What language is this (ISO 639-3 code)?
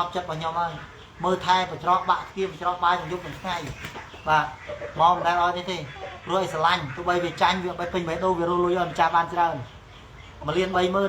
khm